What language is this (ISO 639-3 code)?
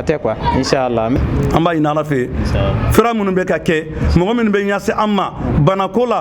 bam